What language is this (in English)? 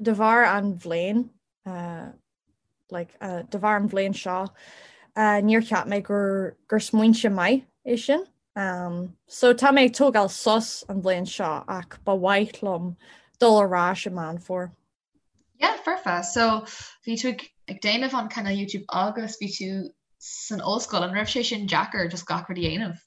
Irish